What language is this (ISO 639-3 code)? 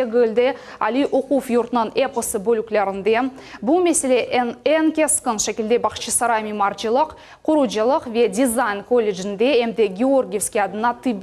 crh